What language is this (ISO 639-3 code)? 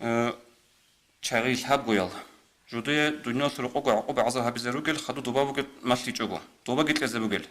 ava